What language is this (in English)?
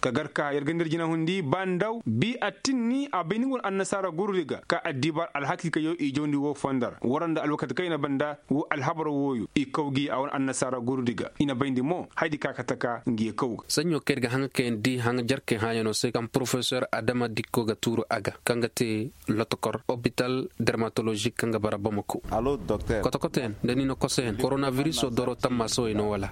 Koyraboro Senni